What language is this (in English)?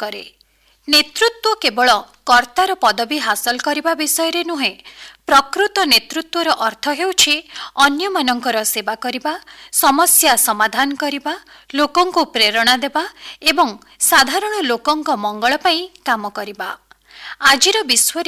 Odia